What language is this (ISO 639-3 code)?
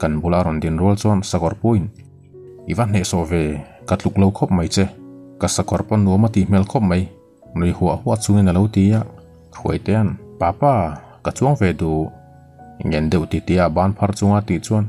lus